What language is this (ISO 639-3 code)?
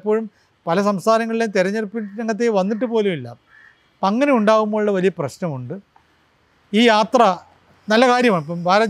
mal